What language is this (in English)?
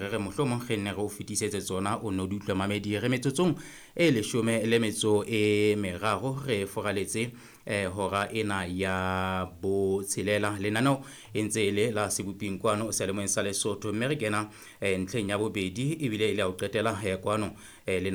Southern Sotho